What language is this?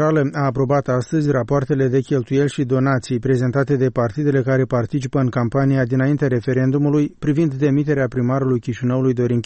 Romanian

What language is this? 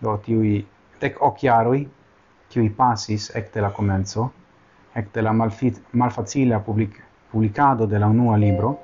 Esperanto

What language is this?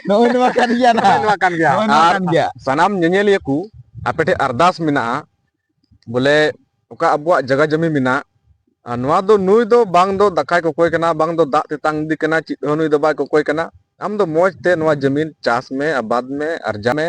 Santali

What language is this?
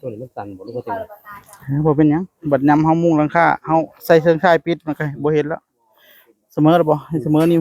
Northeastern Thai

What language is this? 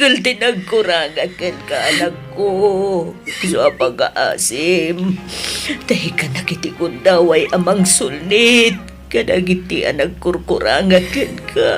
Iloko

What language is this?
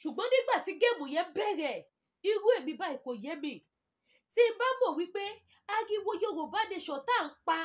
Yoruba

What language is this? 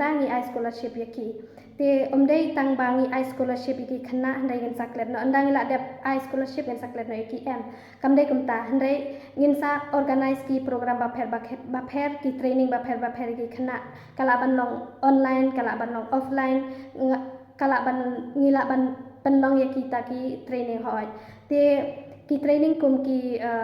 Khasi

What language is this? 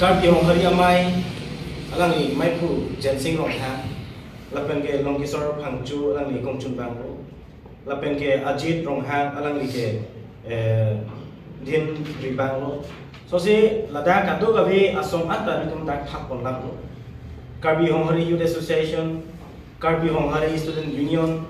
Karbi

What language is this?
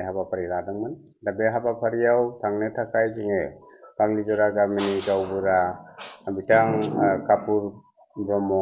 Bodo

